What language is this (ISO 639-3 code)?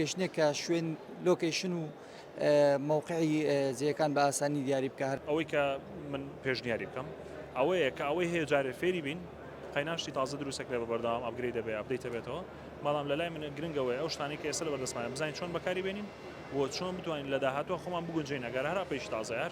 ckb